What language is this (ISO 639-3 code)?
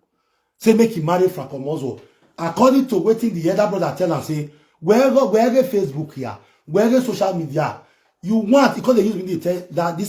pcm